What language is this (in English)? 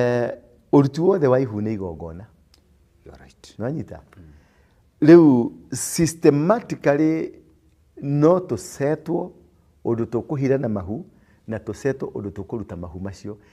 Kikuyu